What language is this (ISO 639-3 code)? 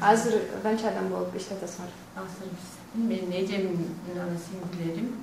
kir